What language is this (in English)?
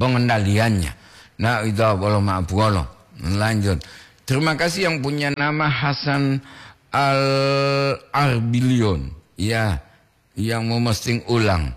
Gorontalo